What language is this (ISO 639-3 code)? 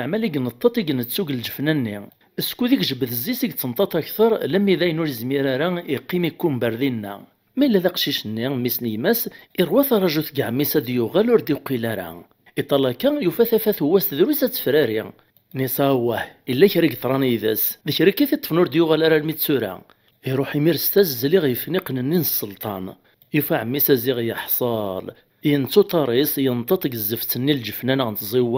kab